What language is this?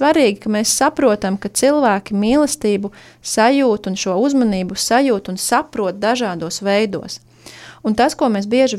Latvian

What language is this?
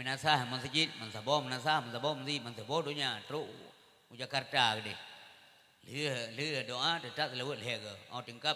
Achinese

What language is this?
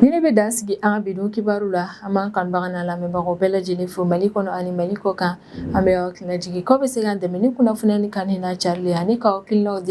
Bambara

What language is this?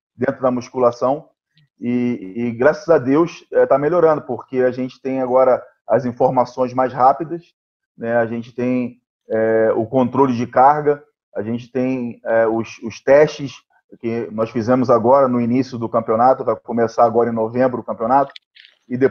Portuguese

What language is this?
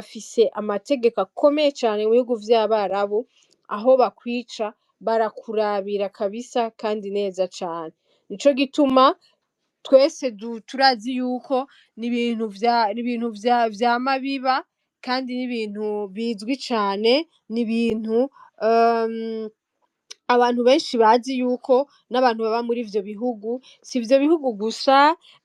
Rundi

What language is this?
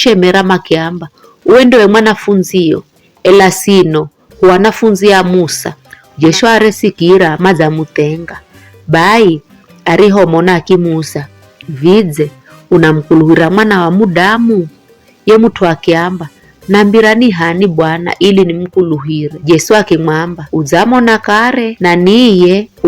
Giryama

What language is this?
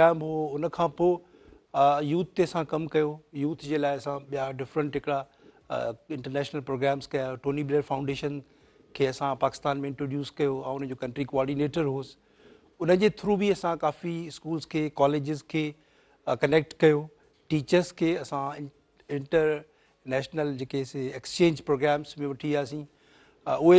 Sindhi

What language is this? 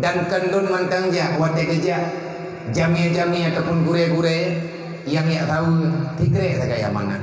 Achinese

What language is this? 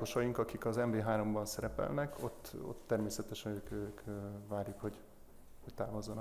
Hungarian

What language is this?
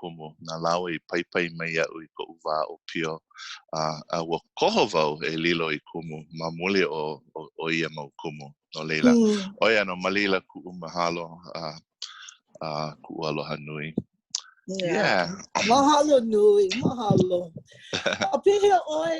Hawaiian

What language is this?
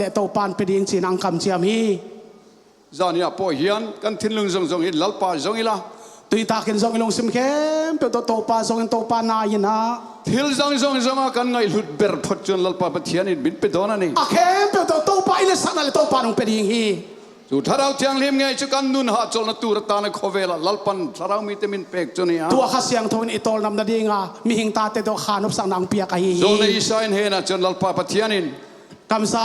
Tedim Chin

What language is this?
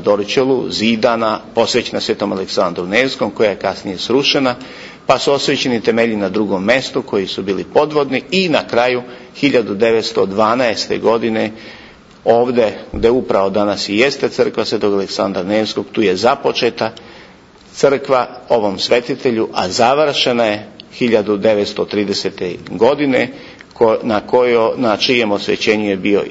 Serbian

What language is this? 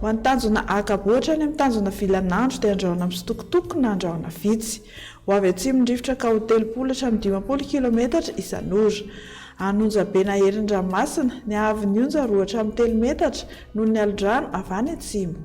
Malagasy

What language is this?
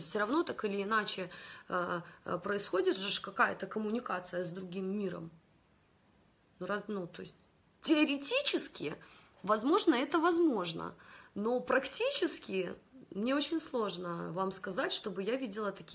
Russian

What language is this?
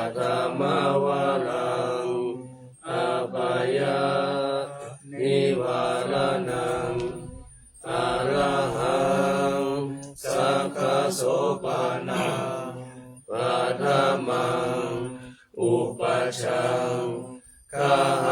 Pali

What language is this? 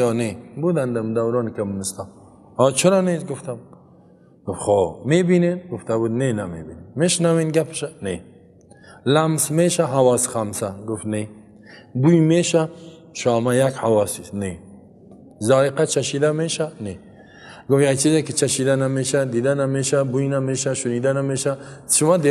Persian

